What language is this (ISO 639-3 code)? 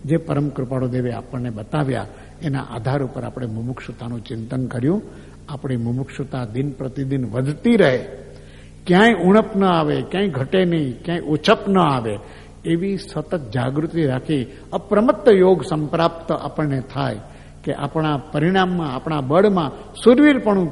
guj